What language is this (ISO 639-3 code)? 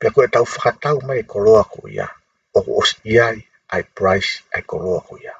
ton